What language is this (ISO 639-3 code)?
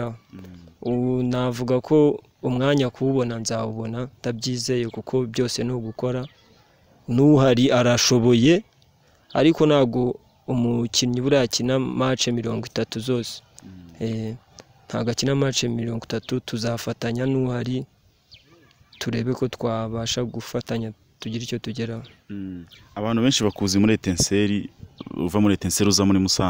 kin